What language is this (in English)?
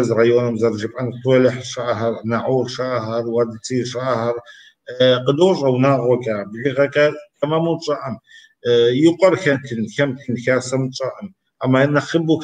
Kabardian